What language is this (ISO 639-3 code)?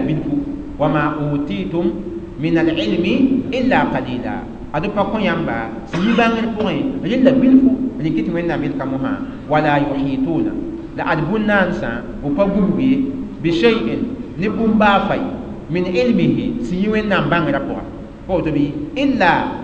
mos